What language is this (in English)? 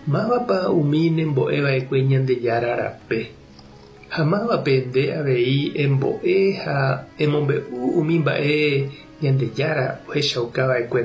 Guarani